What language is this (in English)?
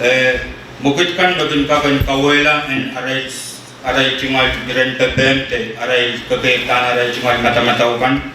Pohnpeian